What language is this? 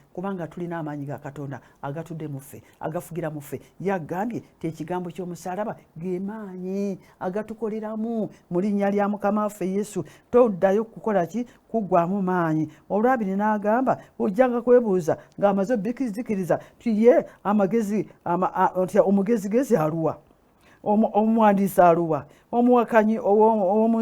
Ganda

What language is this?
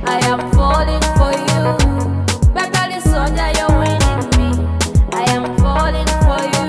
Nyoro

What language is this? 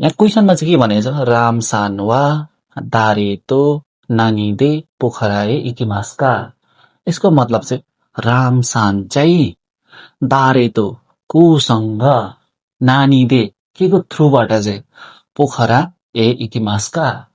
Nepali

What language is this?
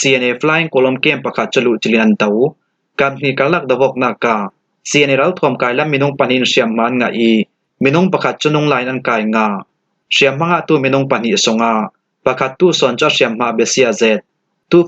Falam Chin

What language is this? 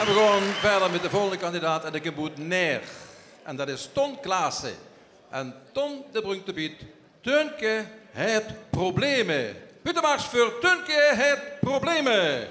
Limburgish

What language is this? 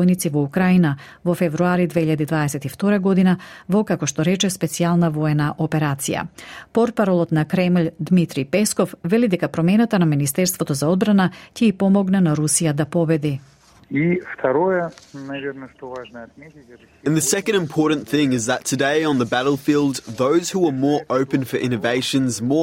Macedonian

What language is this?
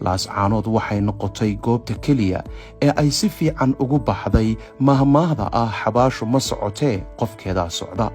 Somali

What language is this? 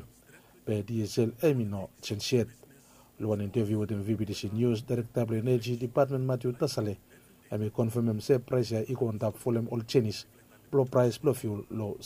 Bislama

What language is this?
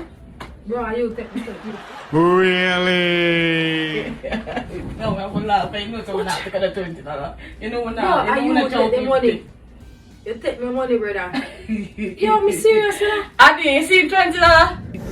Jamaican Creole English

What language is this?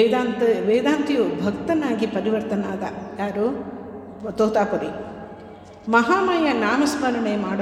Kannada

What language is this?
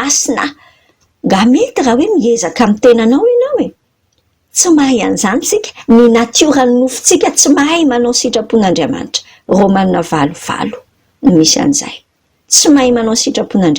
Malagasy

